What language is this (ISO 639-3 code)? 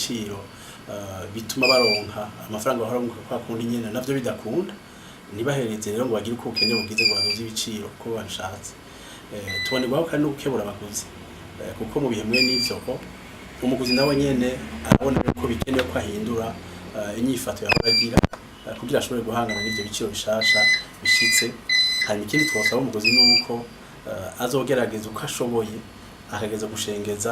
run